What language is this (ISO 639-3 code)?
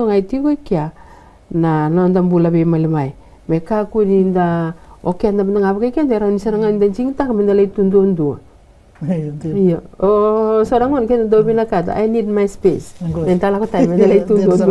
fij